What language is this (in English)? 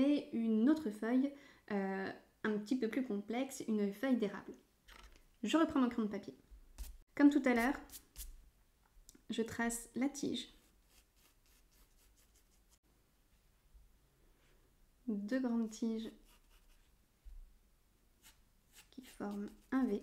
French